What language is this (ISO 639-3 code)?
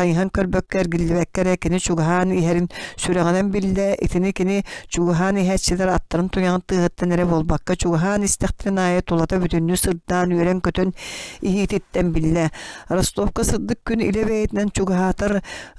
sah